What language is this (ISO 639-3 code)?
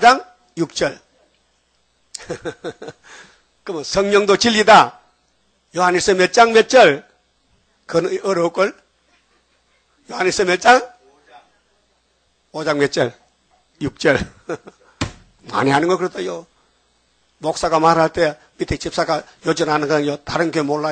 kor